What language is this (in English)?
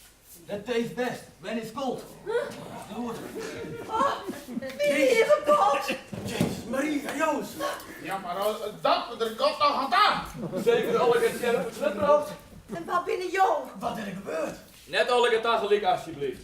Western Frisian